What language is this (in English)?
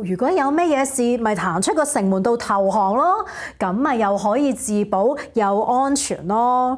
Cantonese